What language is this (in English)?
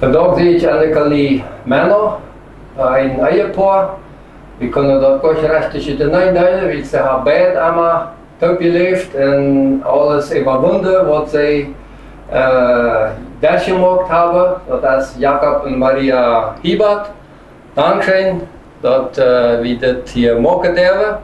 Plautdietsch